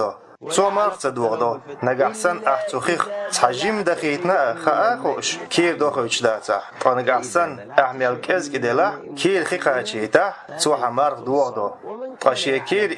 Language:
Chechen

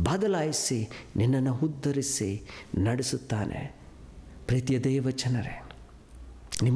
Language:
Kannada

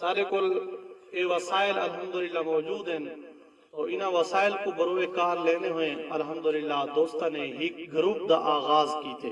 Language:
Saraiki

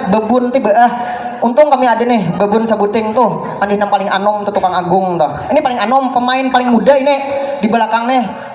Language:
Banjar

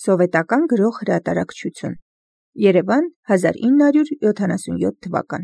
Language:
Armenian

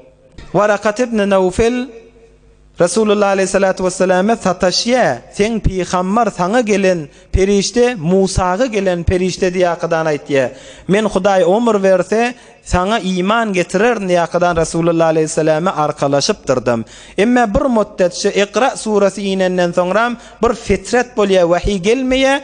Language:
Turkmen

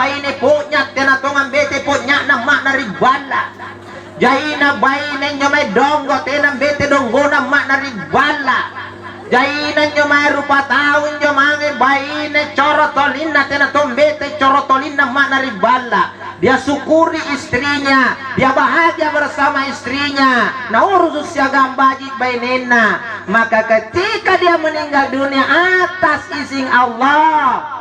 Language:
Makasar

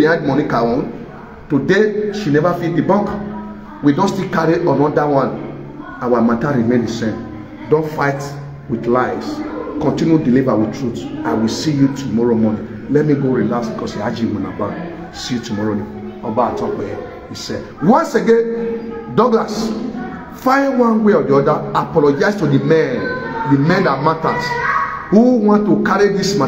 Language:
Nigerian Pidgin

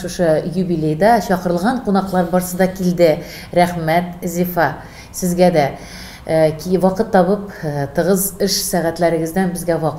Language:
Tatar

